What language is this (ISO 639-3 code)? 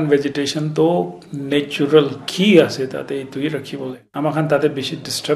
nag